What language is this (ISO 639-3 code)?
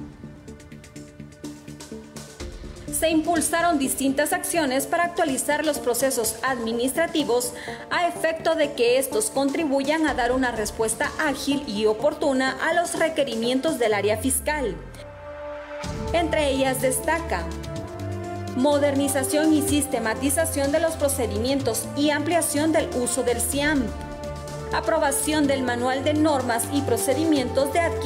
spa